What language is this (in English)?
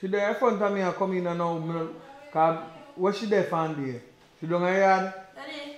Jamaican Creole English